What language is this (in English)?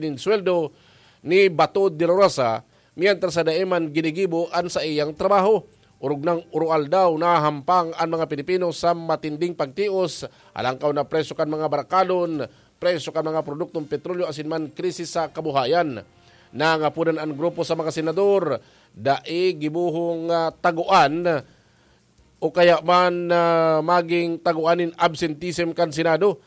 Bikol